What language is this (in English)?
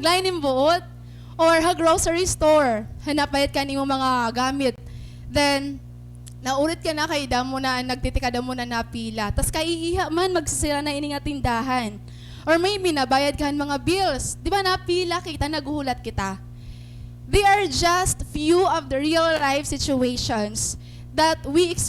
Waray